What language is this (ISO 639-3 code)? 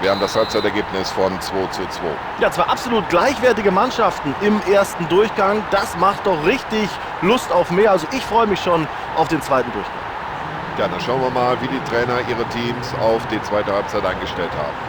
bar